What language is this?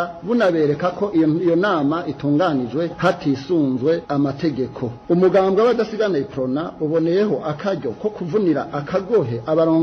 Rundi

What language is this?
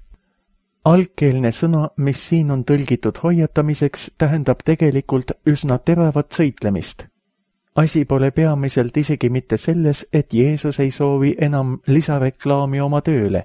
Estonian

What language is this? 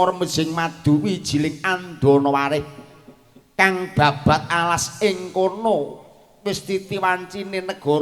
Javanese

